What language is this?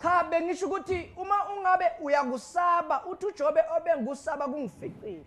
Zulu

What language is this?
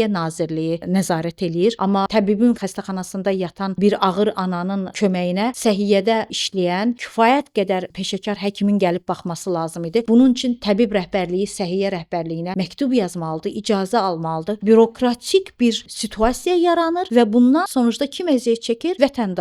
Azerbaijani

